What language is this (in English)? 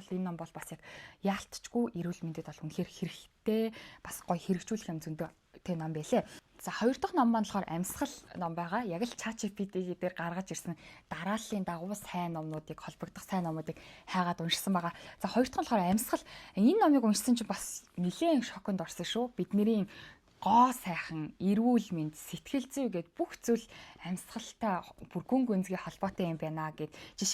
Mongolian